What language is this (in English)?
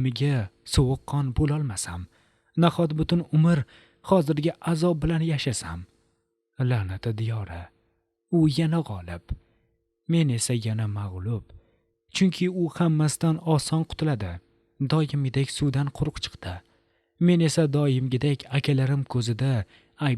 Uzbek